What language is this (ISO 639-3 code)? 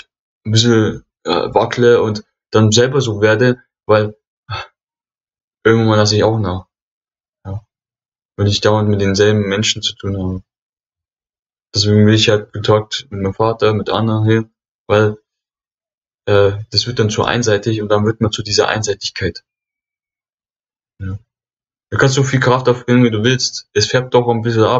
deu